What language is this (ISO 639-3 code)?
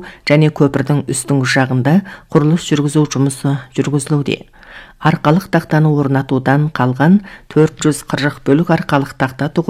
kaz